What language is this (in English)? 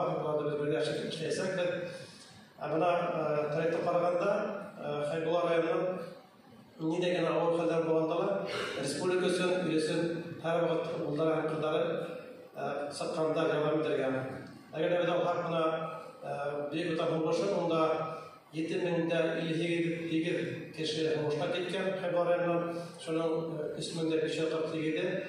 Bashkir